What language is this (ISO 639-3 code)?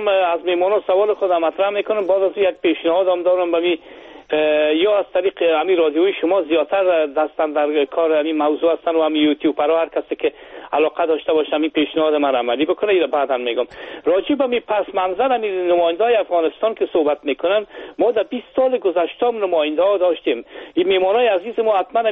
fas